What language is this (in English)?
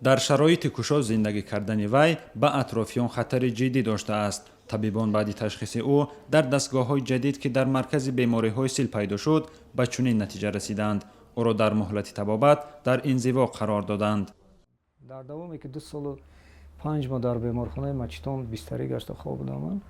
Tajik